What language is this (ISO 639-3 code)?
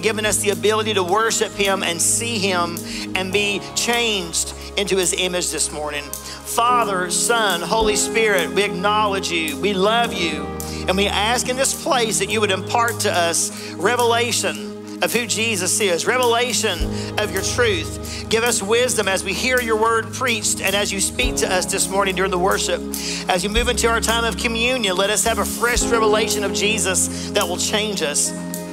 eng